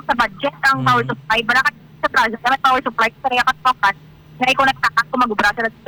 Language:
Hiligaynon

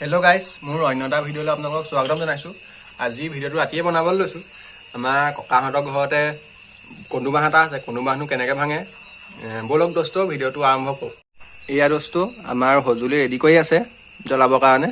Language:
Assamese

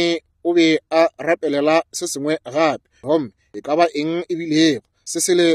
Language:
Northern Sotho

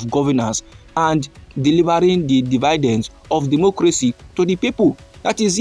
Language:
Nigerian Pidgin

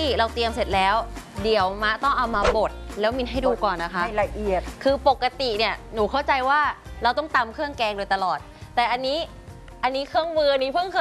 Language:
Thai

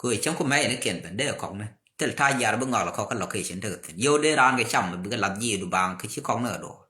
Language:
Nuer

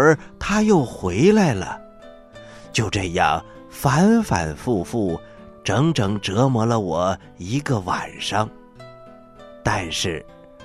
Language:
Chinese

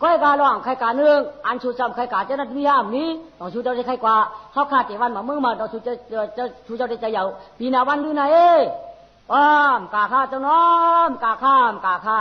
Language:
Shan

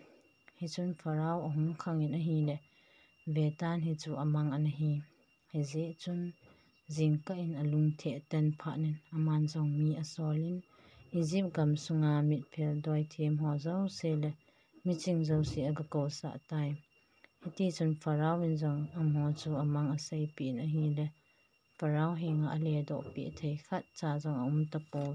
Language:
Thado Chin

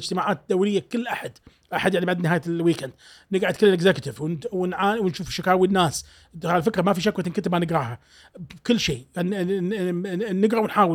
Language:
Gulf Arabic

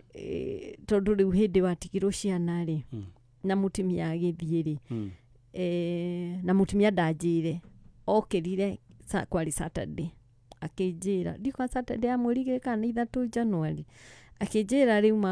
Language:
Kikuyu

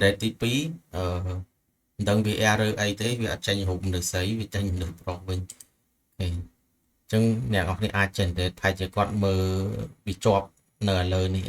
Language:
Khmer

